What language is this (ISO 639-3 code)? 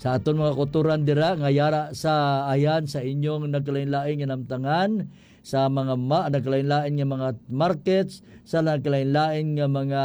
hil